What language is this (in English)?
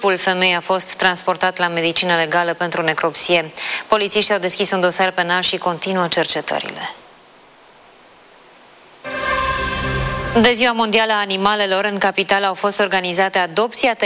Romanian